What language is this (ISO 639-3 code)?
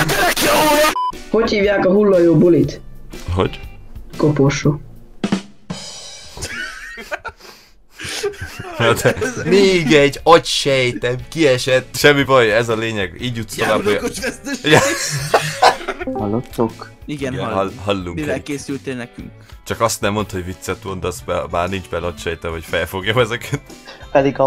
hun